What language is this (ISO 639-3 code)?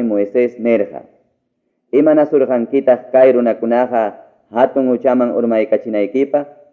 quy